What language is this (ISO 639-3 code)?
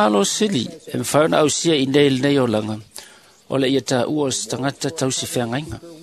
smo